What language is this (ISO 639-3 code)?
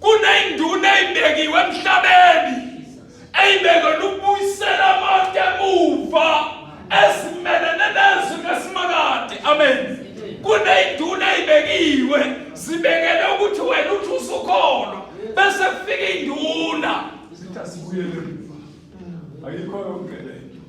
zul